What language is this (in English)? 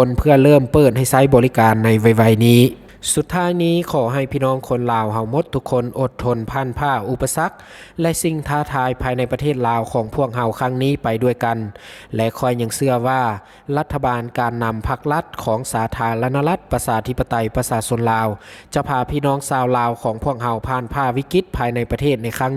Lao